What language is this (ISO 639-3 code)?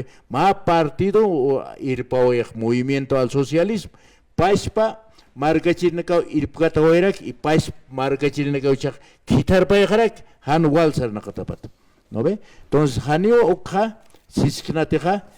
aym